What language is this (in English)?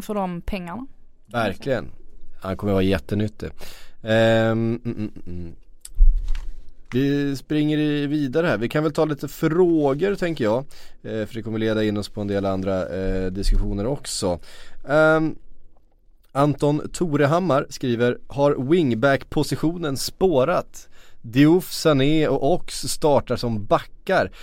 Swedish